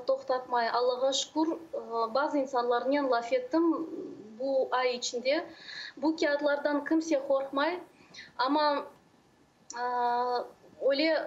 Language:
Crimean Tatar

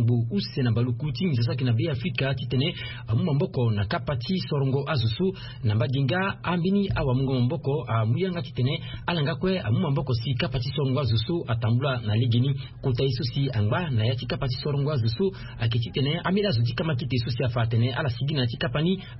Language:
Sango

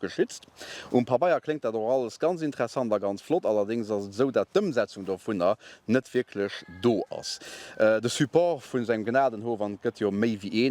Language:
Luxembourgish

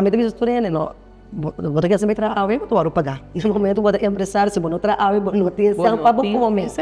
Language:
Papiamento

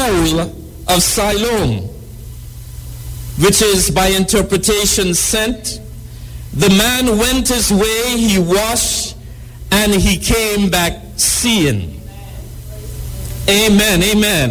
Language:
English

